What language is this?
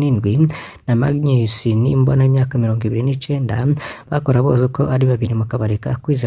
Rundi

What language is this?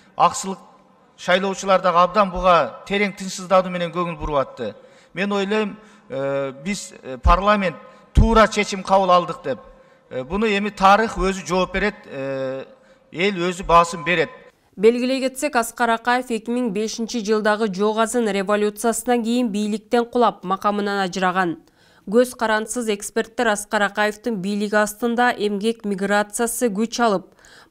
Kyrgyz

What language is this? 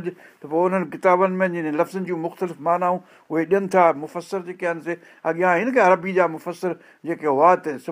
Sindhi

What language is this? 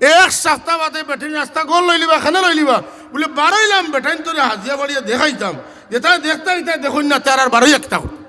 Sylheti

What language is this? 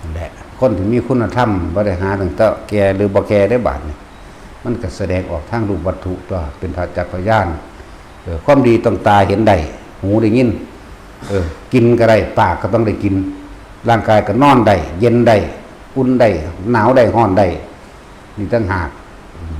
Northeastern Thai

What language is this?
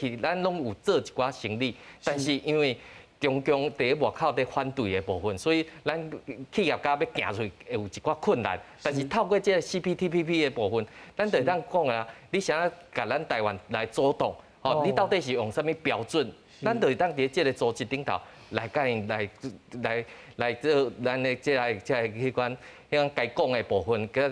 Min Nan Chinese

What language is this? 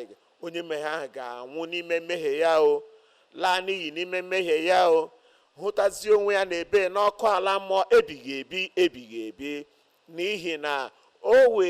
Igbo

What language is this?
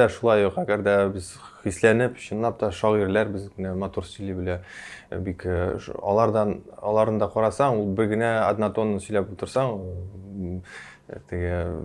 Tatar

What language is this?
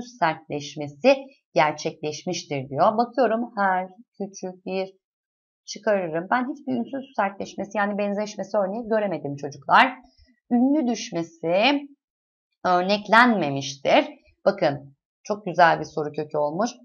Turkish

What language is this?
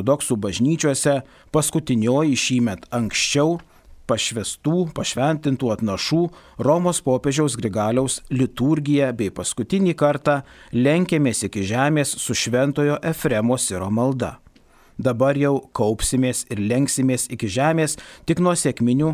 Lithuanian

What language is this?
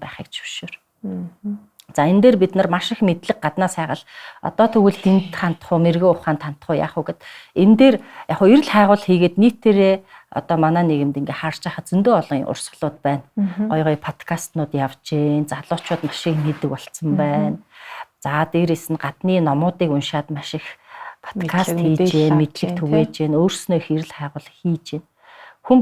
Mongolian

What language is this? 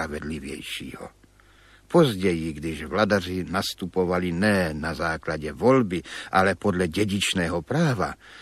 Czech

